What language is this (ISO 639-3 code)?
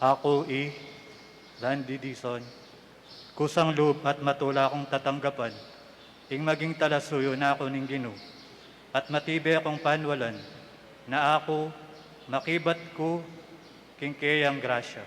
pam